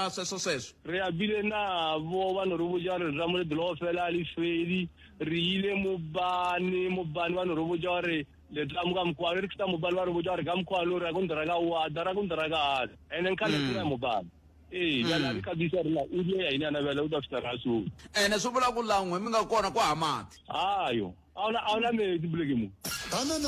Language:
Tsonga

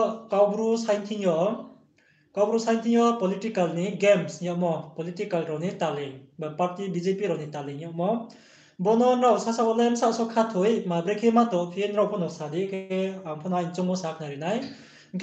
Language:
Riang (India)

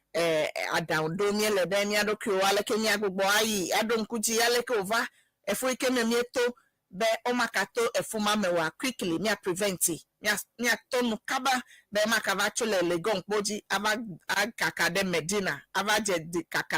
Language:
Ewe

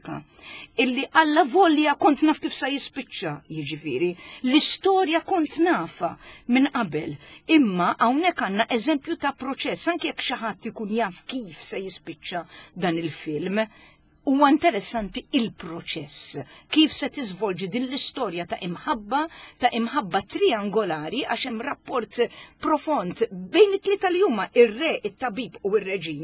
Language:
Maltese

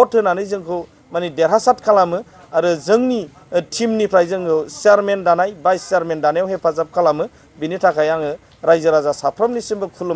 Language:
Bodo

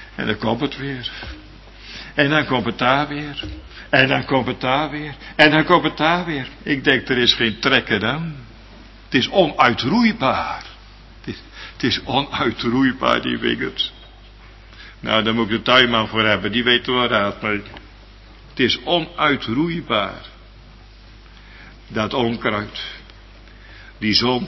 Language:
Dutch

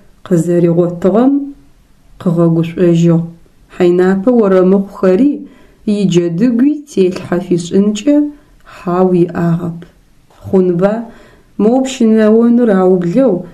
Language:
Adyghe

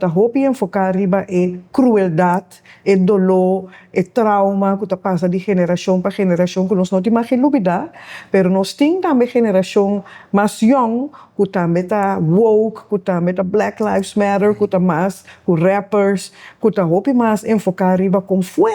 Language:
Papiamento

